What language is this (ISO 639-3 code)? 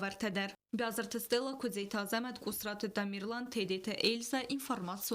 oss